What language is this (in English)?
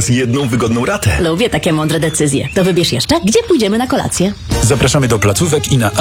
Polish